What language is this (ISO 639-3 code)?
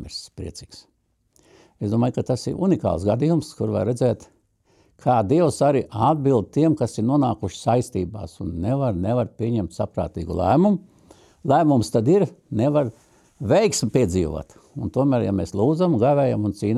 lav